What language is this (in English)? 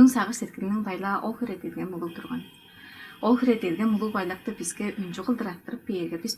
Tuvinian